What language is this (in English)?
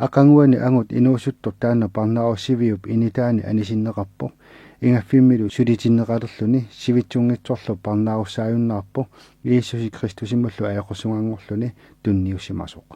Kalaallisut